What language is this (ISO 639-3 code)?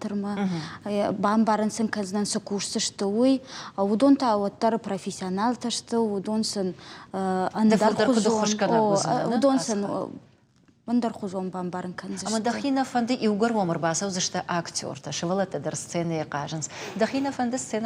oss